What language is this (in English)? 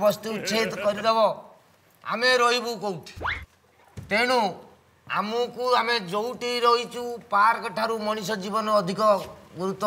Odia